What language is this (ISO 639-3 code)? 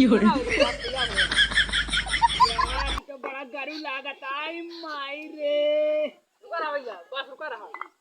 awa